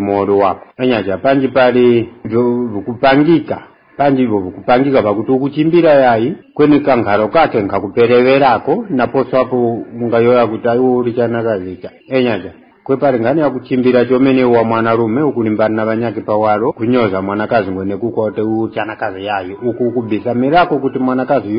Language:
Tumbuka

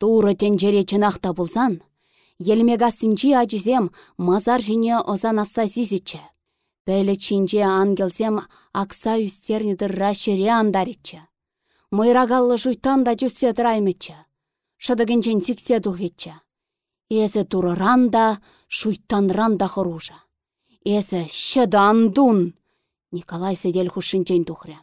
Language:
Chuvash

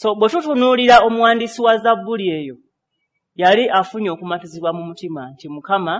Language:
Ganda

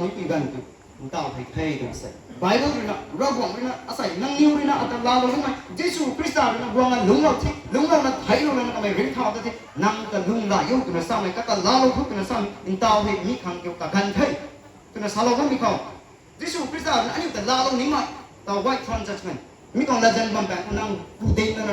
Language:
Rongmei Naga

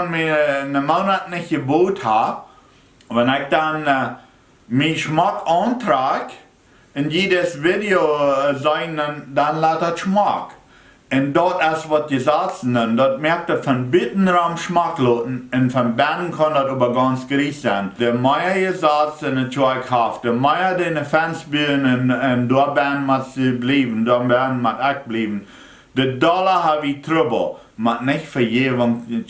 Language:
Plautdietsch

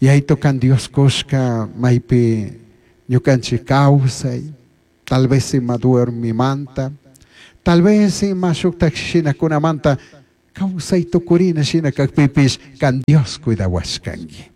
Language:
Chimborazo Highland Quichua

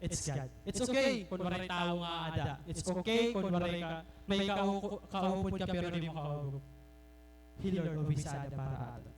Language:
Waray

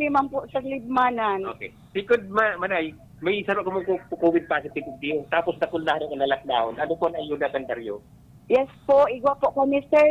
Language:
Bikol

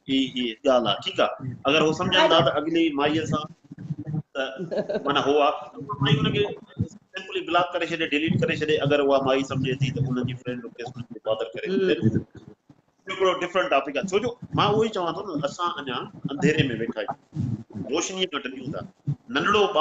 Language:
Sindhi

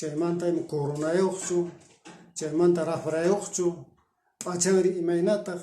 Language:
Quechua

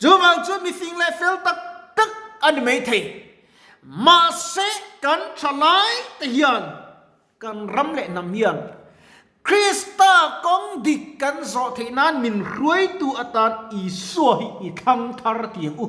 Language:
Mizo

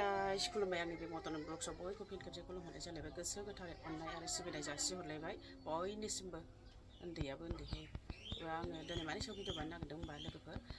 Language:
Bodo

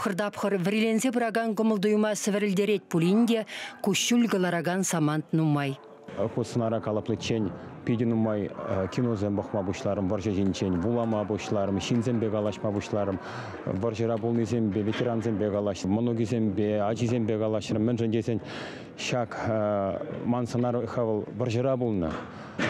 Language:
Chuvash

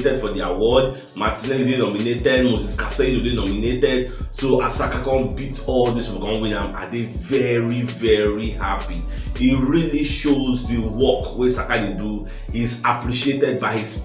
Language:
Nigerian Pidgin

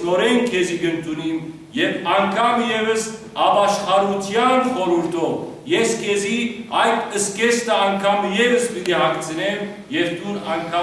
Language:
Western Armenian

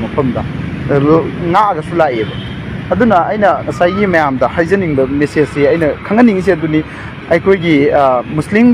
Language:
Manipuri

